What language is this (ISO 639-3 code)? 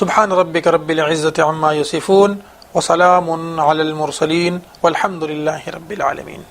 pus